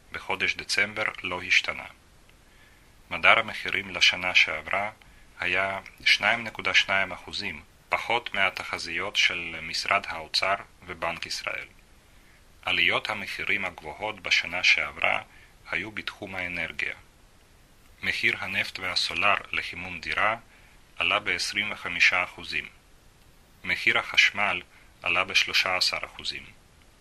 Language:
Hebrew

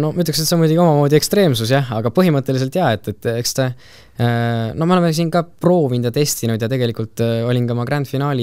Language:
Estonian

